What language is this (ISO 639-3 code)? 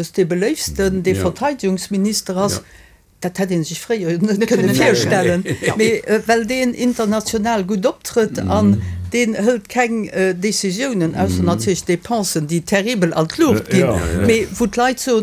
ltz